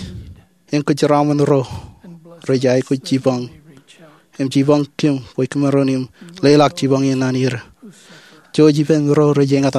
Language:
Marshallese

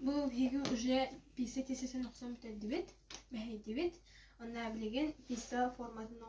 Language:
Yakut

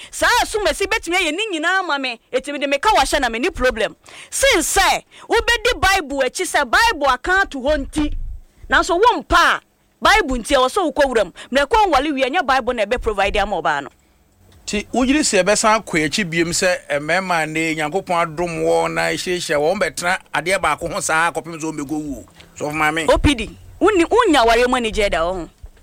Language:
Akan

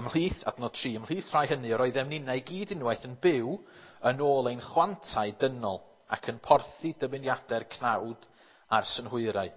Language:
Welsh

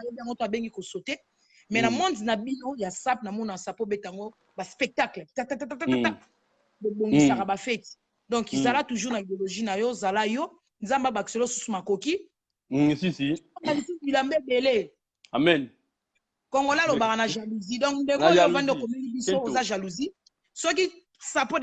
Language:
Lingala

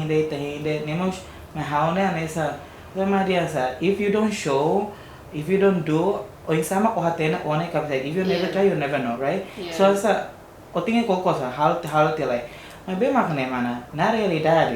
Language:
Tetum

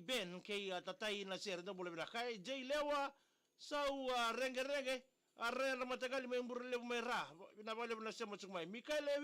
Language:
Fijian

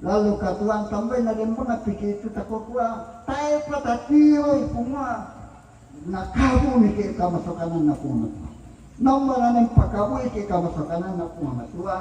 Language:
Toraja-Sa'dan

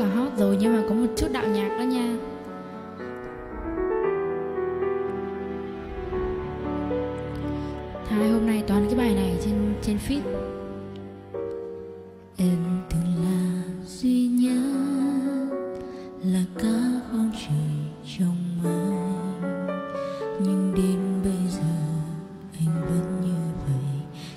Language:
Vietnamese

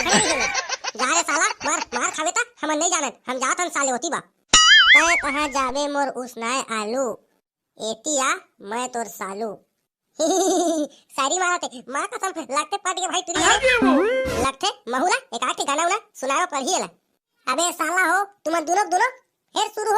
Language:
Chhattisgarhi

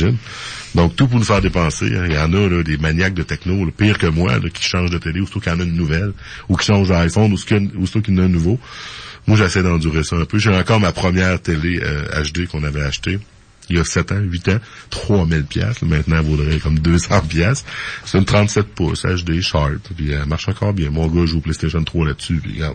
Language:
French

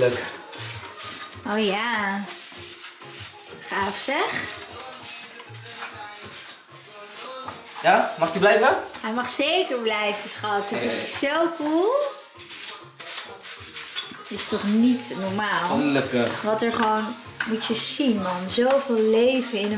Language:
Dutch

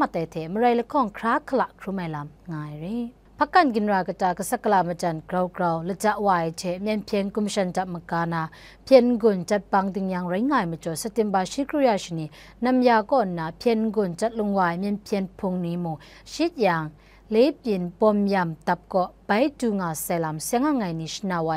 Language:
Kachin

